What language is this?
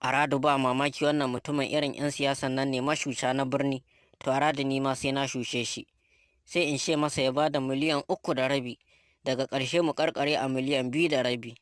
Hausa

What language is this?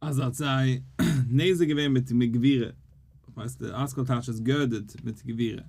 Yiddish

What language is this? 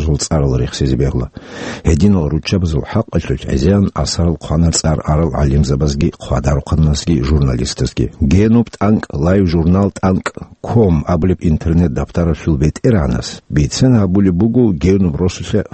Avaric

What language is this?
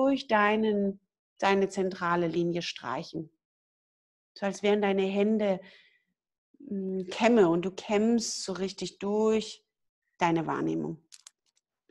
German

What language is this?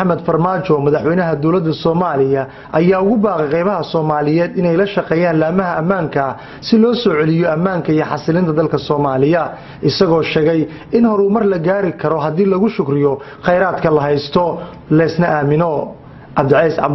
Somali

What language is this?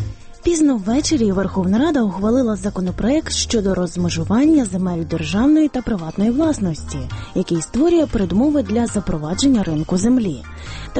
Ukrainian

